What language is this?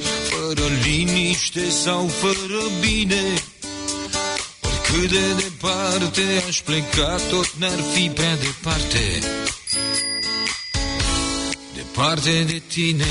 Romanian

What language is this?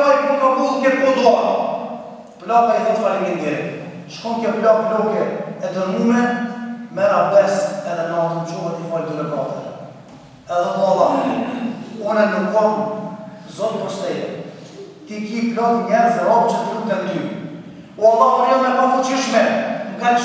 Albanian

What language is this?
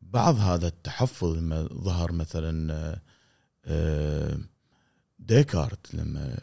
Gulf Arabic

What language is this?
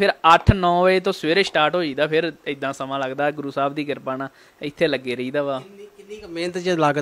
Punjabi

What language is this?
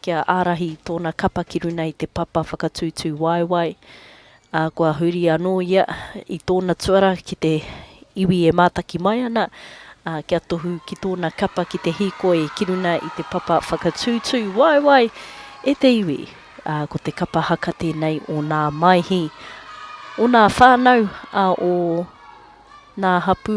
Māori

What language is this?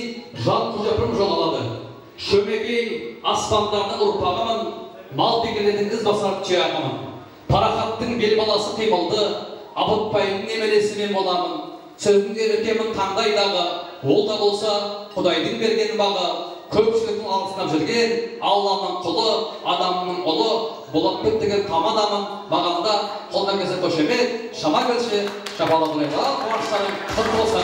Kara-Kalpak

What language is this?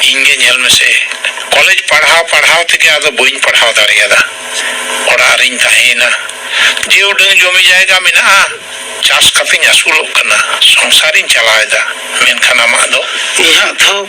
Santali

